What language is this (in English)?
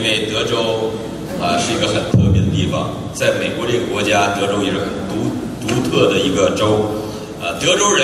Chinese